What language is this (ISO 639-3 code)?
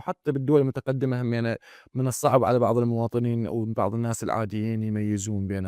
acm